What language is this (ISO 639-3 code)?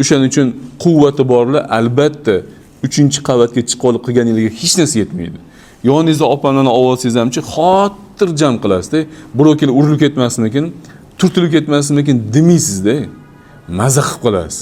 uzb